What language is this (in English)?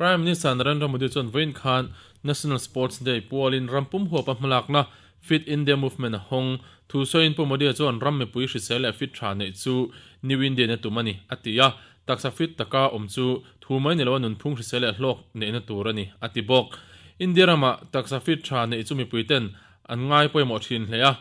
Mizo